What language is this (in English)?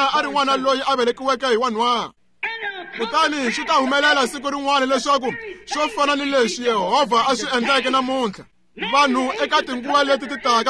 Tsonga